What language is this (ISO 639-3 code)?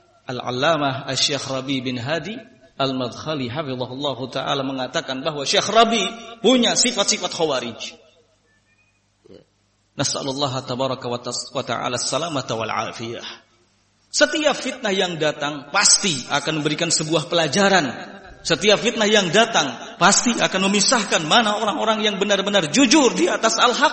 ind